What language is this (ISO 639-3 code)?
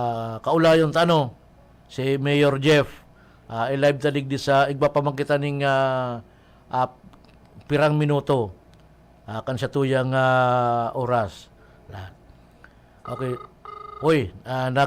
bik